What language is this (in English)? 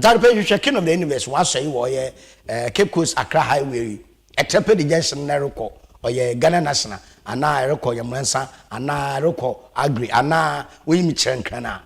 Akan